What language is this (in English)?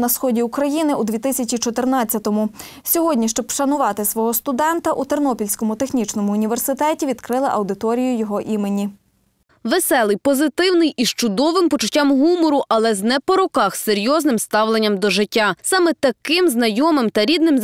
Ukrainian